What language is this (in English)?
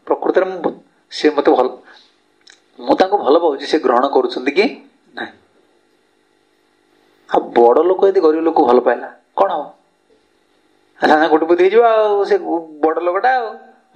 Odia